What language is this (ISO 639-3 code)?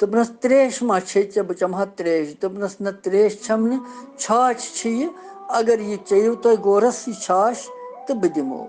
kas